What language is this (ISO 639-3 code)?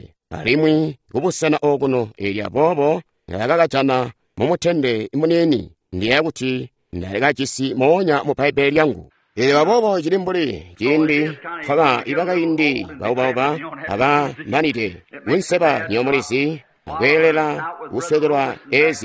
toi